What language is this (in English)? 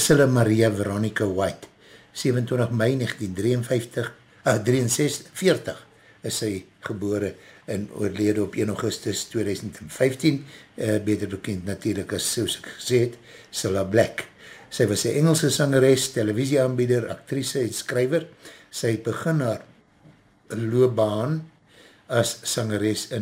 Afrikaans